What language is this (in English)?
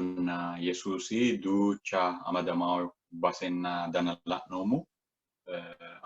Sidamo